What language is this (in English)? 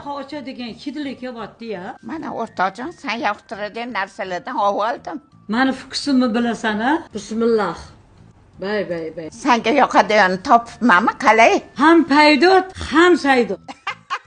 Uzbek